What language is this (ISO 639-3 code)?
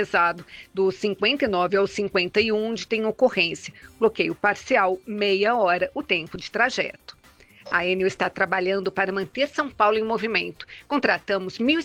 por